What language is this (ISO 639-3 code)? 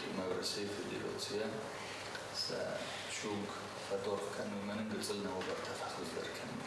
oss